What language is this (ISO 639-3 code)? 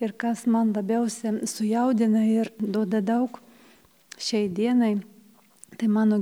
lit